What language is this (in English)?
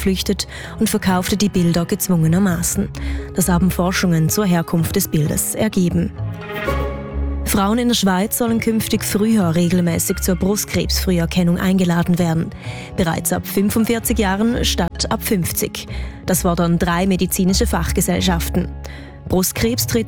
German